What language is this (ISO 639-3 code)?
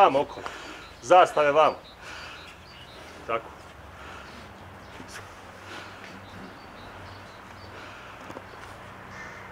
bos